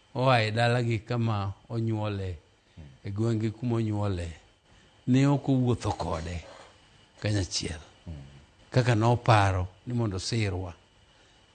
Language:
Luo (Kenya and Tanzania)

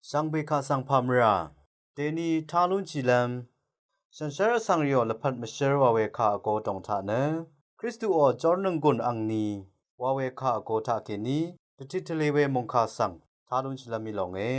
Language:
Rawang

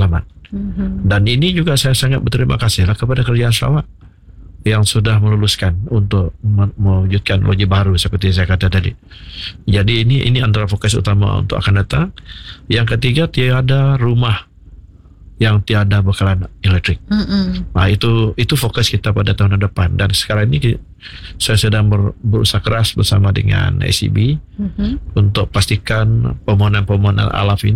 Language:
Malay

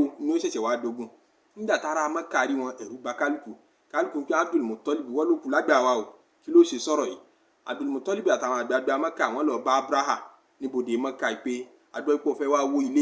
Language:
Yoruba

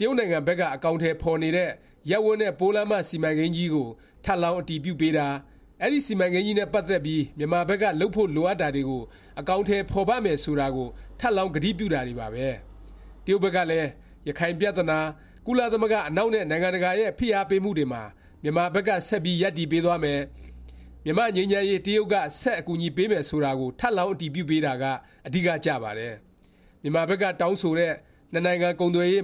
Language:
Burmese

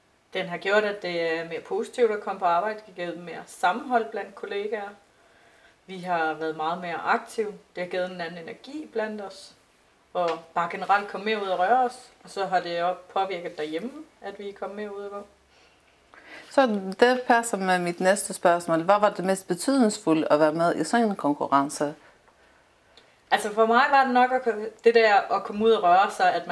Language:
Danish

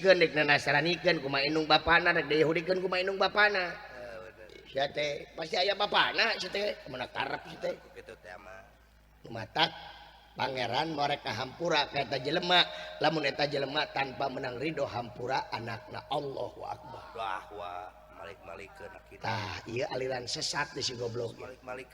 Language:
Sundanese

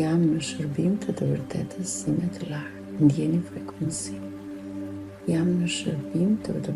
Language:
Albanian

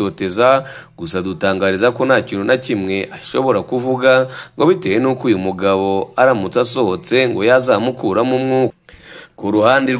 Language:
Kinyarwanda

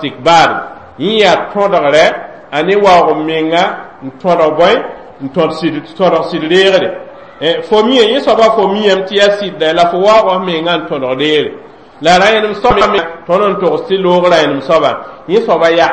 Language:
Mossi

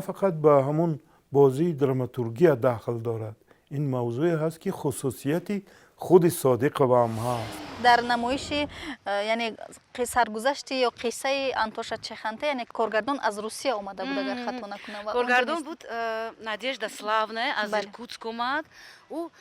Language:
Tajik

